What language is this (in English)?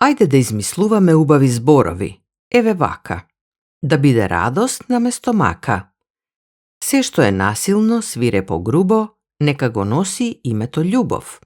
Macedonian